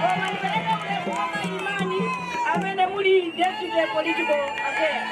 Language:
Nyanja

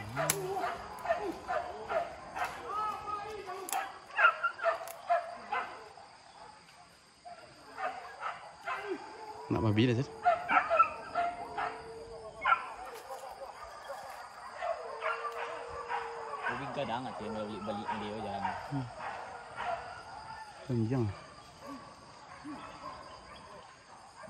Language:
Malay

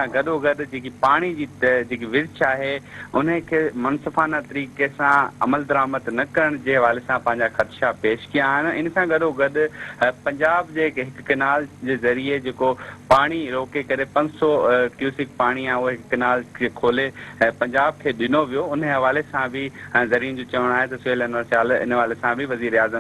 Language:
Sindhi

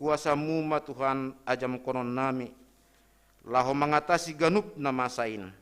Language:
Batak Simalungun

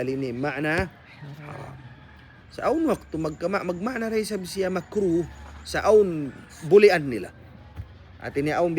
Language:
Tausug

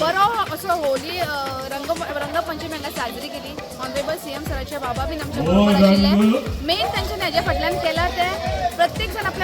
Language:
Konkani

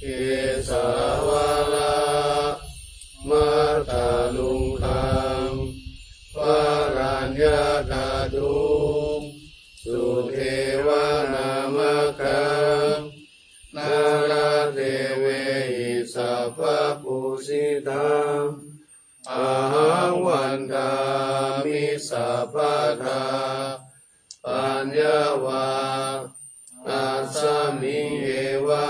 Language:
Pali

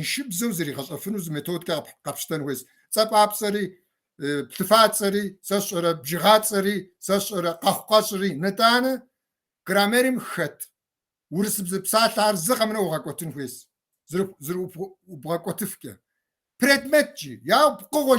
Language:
Kabardian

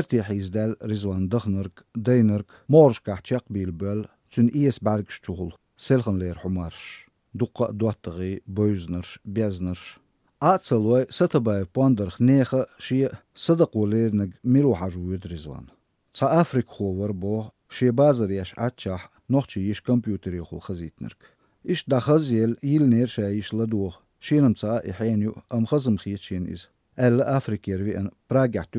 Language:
Chechen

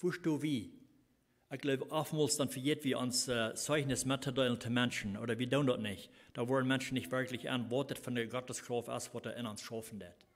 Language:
Plautdietsch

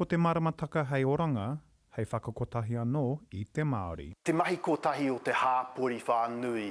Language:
Māori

